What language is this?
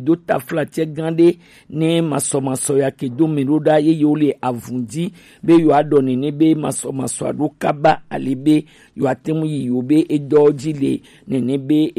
Gen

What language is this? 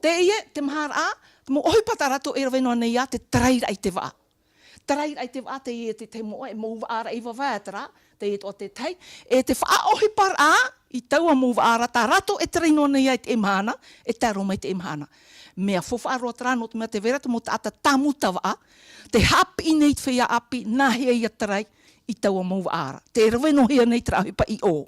Tahitian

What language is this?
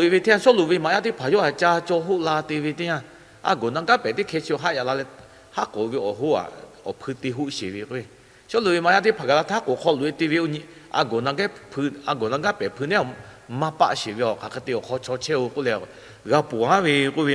Lahu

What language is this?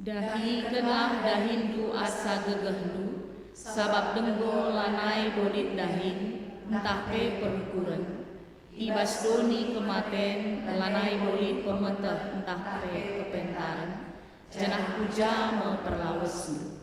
Batak Karo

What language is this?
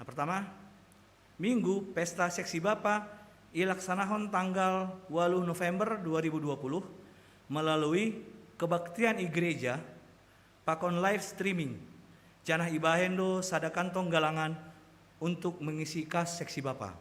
Batak Simalungun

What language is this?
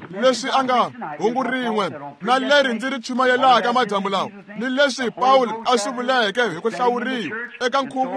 Tsonga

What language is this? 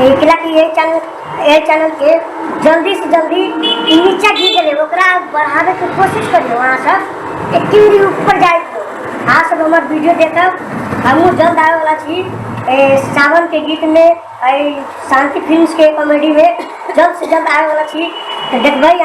Maithili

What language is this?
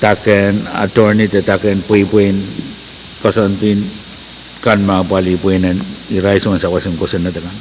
Pohnpeian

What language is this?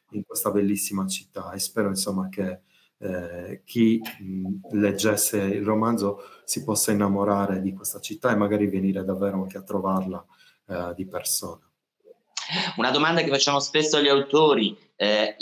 Italian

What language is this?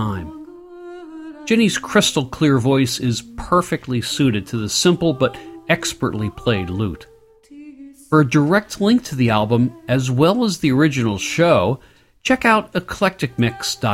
English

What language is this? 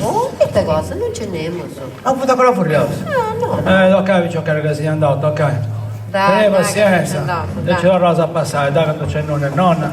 Sardinian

